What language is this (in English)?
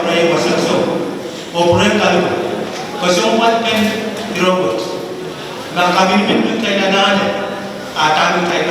Pohnpeian